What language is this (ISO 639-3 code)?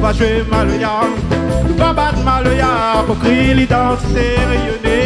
rcf